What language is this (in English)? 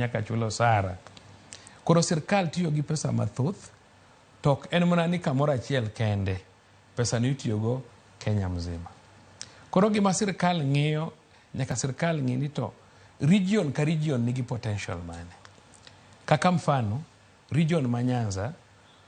Luo (Kenya and Tanzania)